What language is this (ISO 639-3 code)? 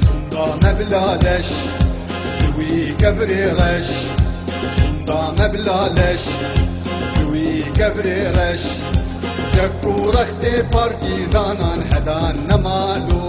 kur